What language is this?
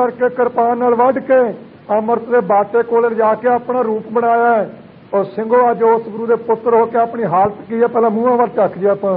Punjabi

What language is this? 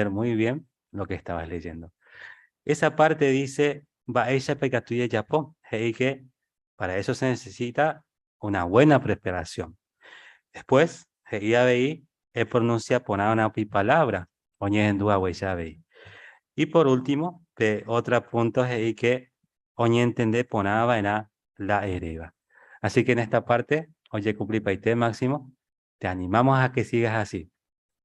Guarani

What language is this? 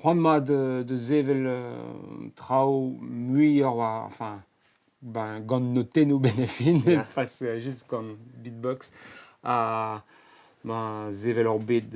Breton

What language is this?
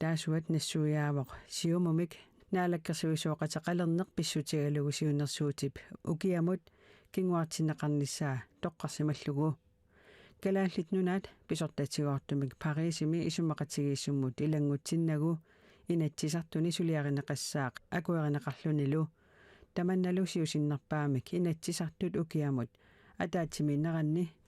Kalaallisut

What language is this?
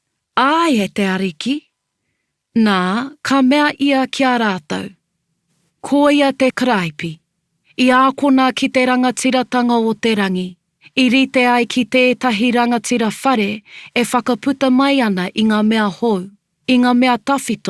Māori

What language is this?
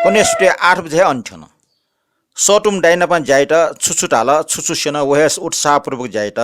Newari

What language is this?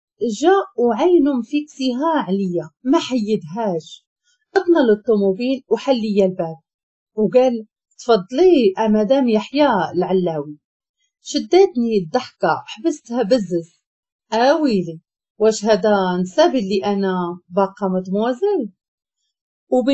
Moroccan Arabic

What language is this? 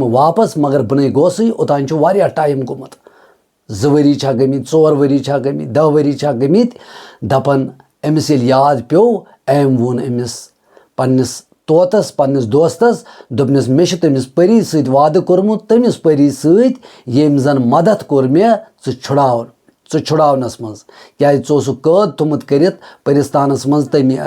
Kashmiri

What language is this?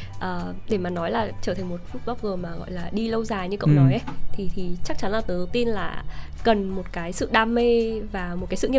Vietnamese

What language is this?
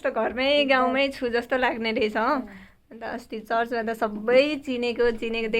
Nepali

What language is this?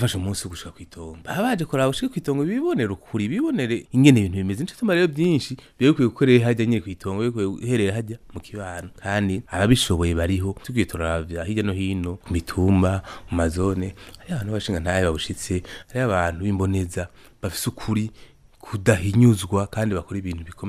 Rundi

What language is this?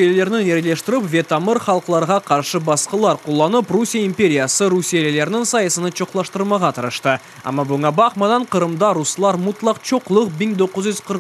Crimean Tatar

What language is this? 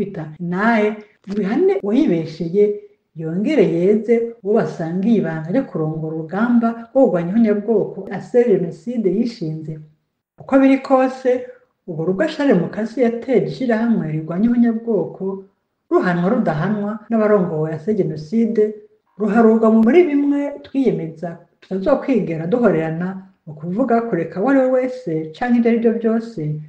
Rundi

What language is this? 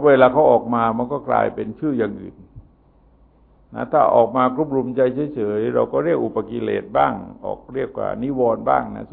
Thai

